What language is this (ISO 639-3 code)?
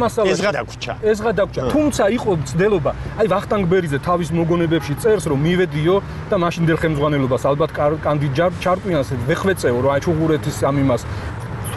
kat